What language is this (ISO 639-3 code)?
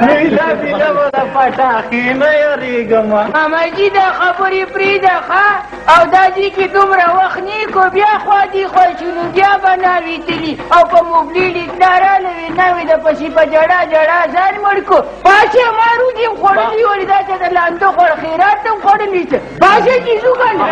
pus